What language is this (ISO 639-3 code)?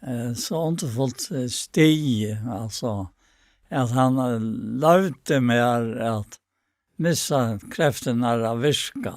fao